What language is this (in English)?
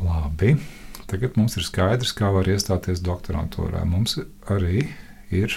Latvian